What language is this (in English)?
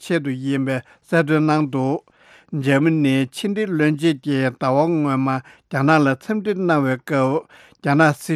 Tibetan